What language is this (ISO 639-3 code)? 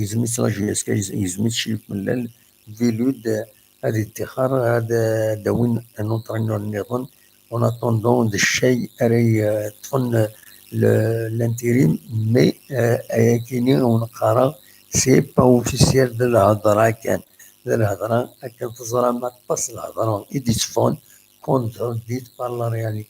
kab